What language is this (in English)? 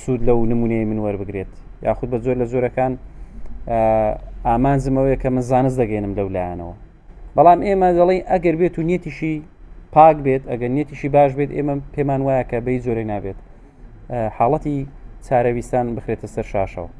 Central Kurdish